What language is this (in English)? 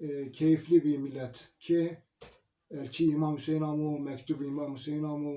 Zaza